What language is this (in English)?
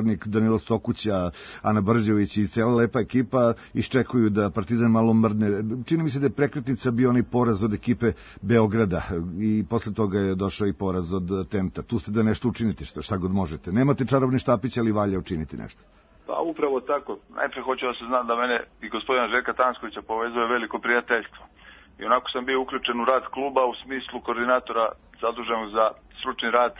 Serbian